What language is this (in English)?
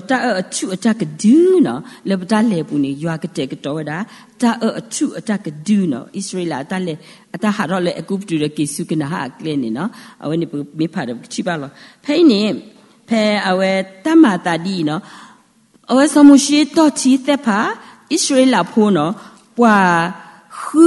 S'gaw Karen